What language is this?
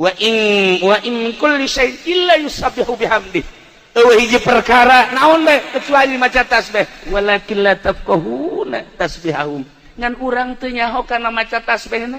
Sundanese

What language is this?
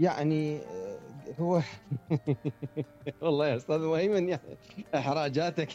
Mesopotamian Arabic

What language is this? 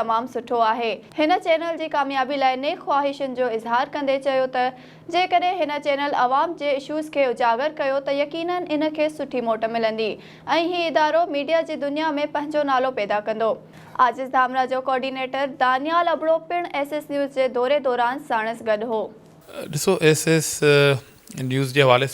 Sindhi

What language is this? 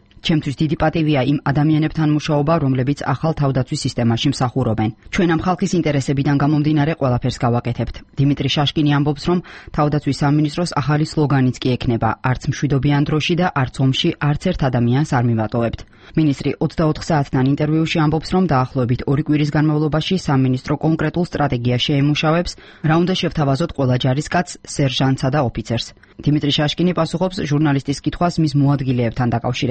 Georgian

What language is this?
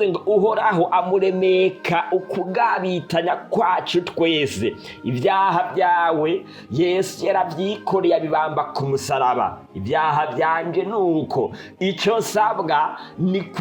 Rundi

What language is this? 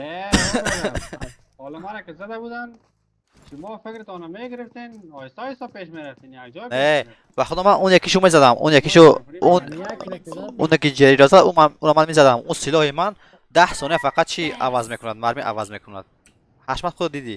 Persian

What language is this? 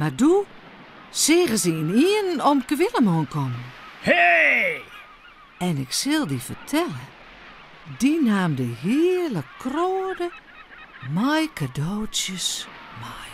Western Frisian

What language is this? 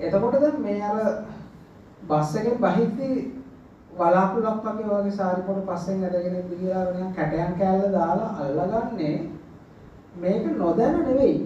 Sinhala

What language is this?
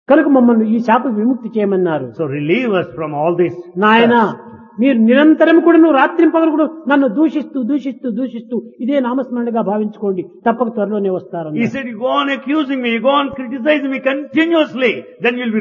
Telugu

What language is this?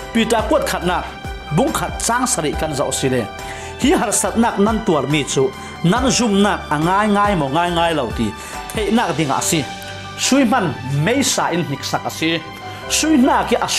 Falam Chin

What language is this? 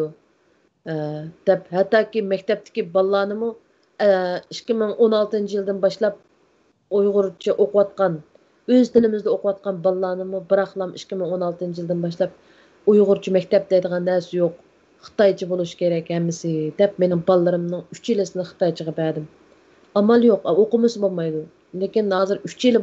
Uyghur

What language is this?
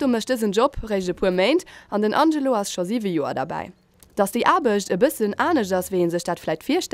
Luxembourgish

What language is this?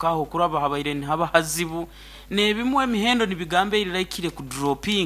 Nyankole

